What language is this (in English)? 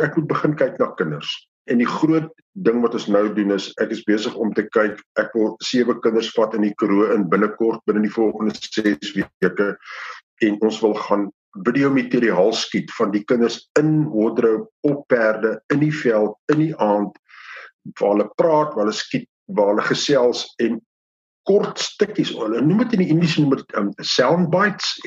Afrikaans